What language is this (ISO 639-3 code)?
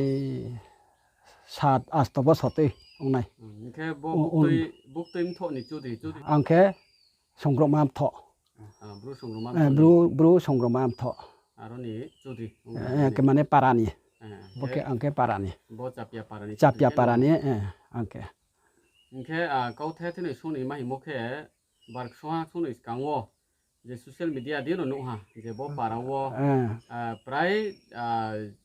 ria